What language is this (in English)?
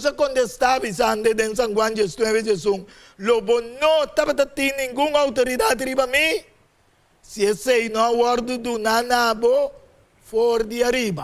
Papiamento